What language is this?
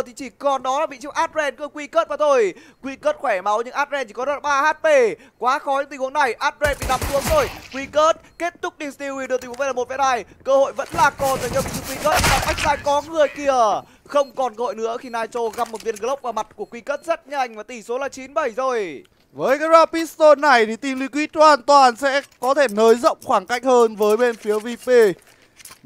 Vietnamese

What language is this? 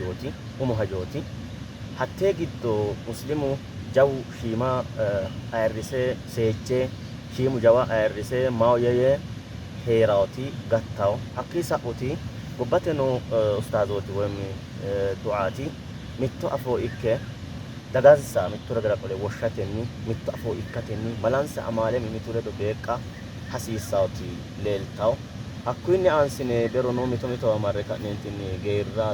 Sidamo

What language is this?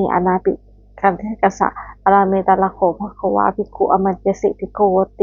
Pali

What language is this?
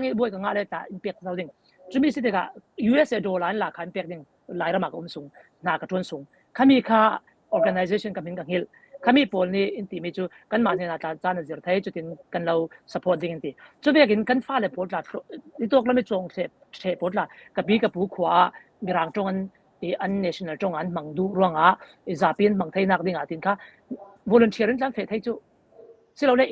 Falam Chin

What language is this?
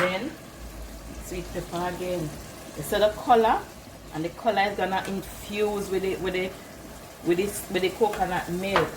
Jamaican Creole English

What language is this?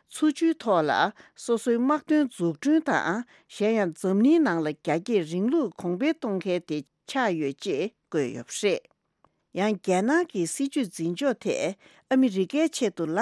Tibetan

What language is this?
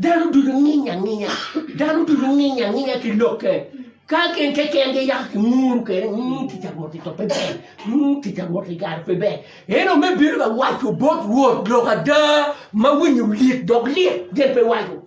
Acoli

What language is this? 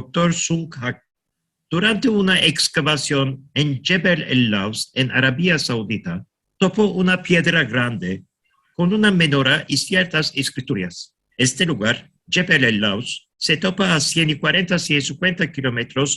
Ladino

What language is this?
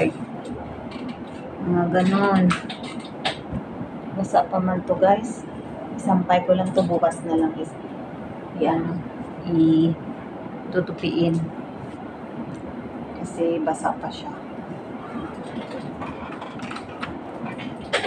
Filipino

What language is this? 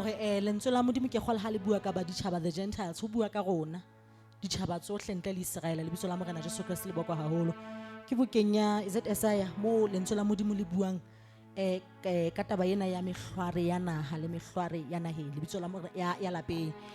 Southern Sotho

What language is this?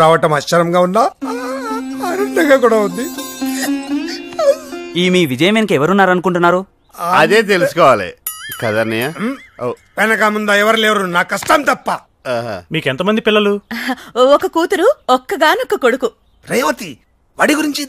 Telugu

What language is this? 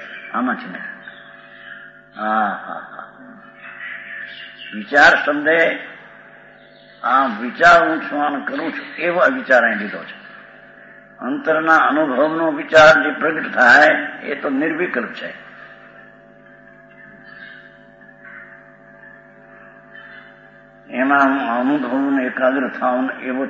Gujarati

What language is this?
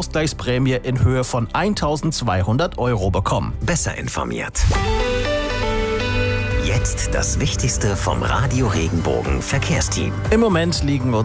German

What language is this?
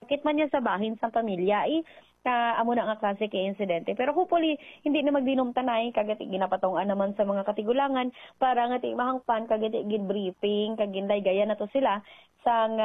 Hiligaynon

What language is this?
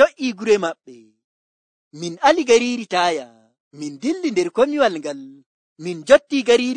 Nigerian Fulfulde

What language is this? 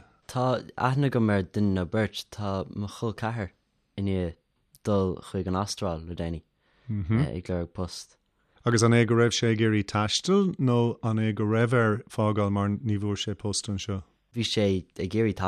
Irish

